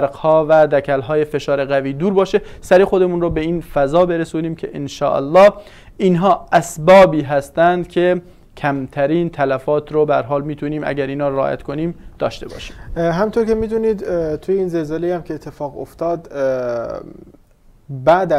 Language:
Persian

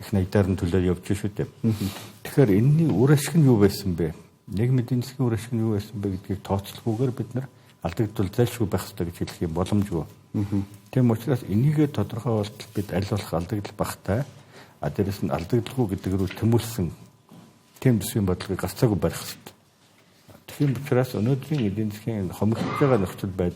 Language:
Mongolian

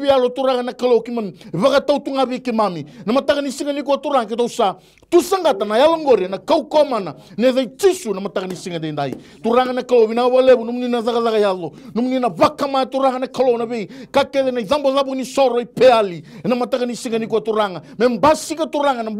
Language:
Fijian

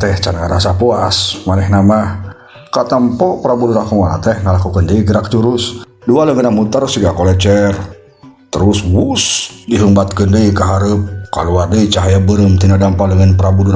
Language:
Sundanese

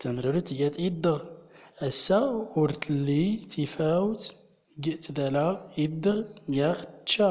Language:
Central Atlas Tamazight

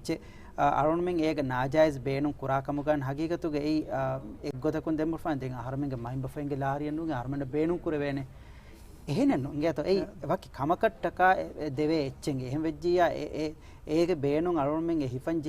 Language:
Divehi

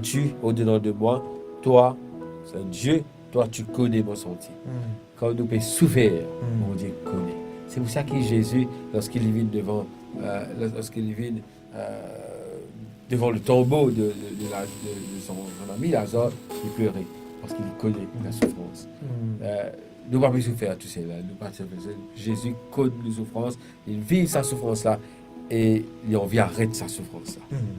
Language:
Morisyen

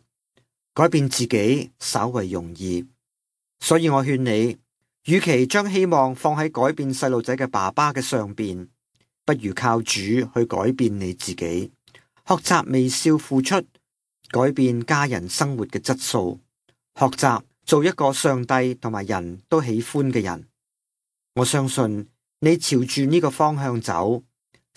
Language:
Cantonese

